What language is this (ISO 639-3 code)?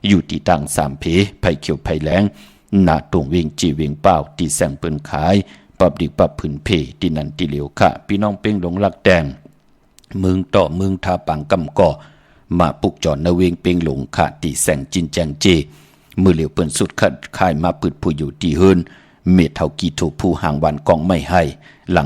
shn